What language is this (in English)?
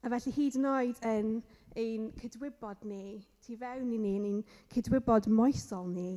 Welsh